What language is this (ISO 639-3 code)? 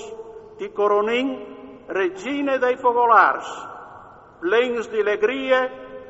fur